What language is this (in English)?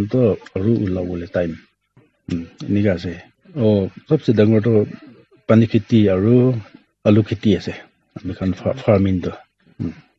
Naga Pidgin